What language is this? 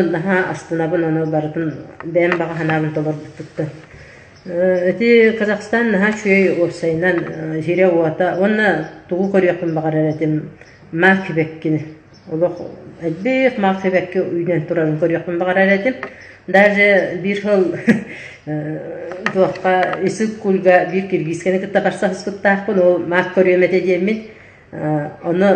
Yakut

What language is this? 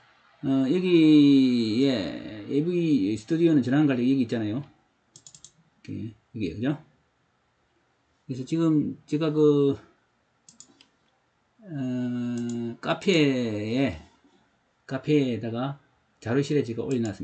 Korean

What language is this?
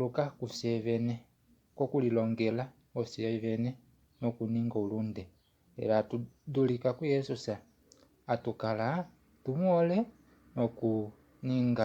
Kuanyama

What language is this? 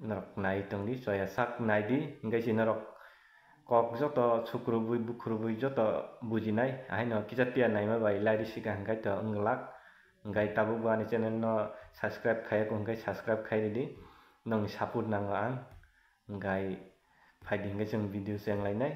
Kok Borok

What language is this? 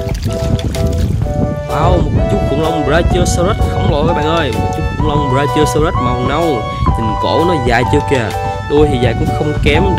Vietnamese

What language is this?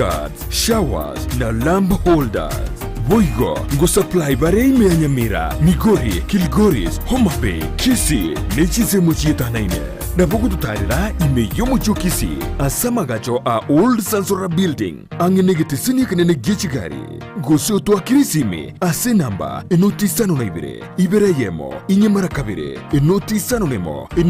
Gusii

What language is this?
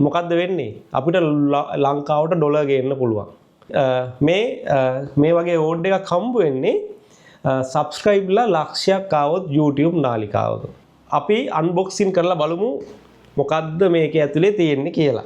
Sinhala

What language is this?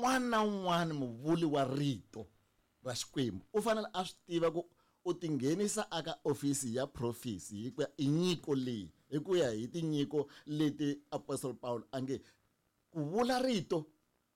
Tsonga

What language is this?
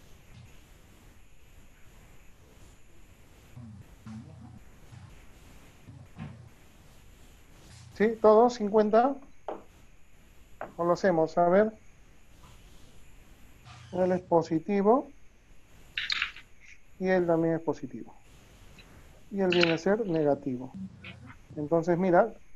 Spanish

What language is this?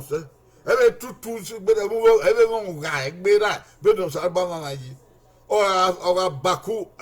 Bini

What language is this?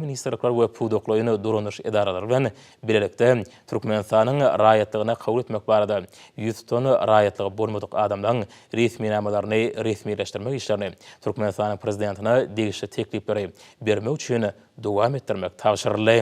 Turkmen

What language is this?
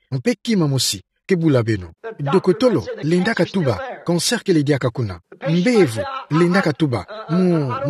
Kituba (Democratic Republic of Congo)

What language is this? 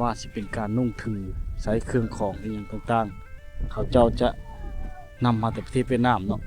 Lao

